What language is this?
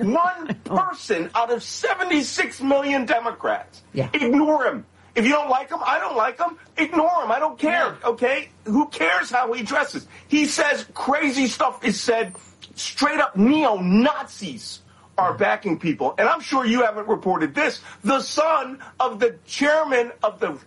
English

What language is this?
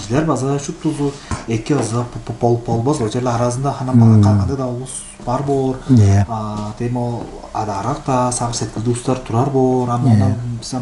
Tuvinian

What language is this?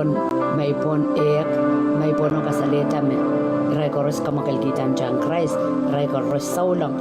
Pohnpeian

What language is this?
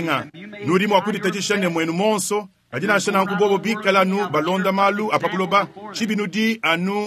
Luba-Lulua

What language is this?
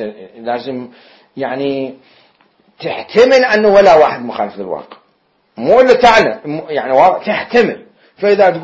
Mesopotamian Arabic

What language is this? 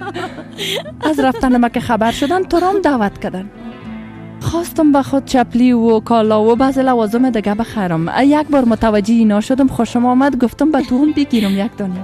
Persian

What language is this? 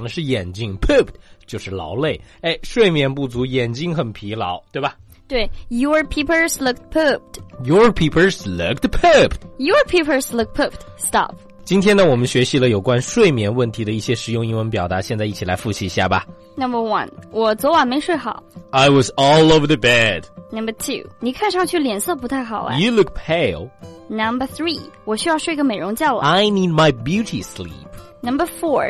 Chinese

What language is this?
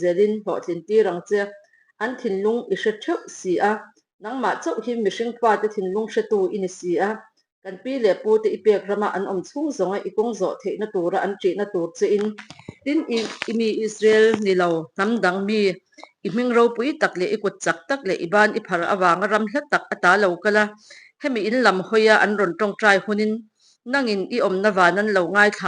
Mizo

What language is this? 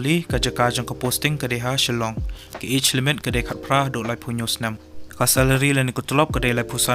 Khasi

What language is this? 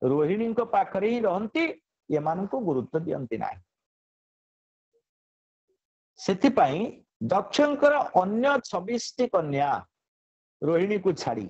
Odia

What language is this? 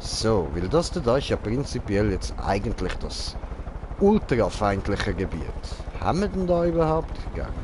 Swiss German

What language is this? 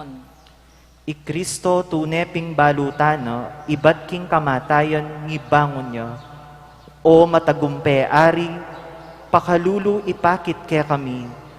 Pampanga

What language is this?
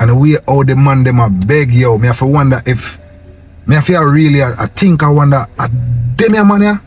Jamaican Creole English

